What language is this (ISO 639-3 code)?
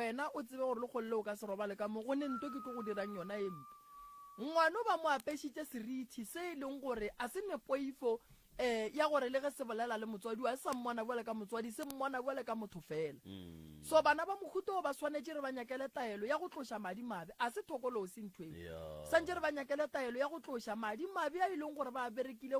nso